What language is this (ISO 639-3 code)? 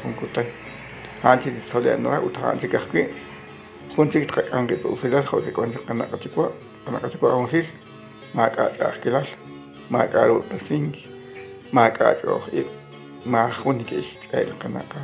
kek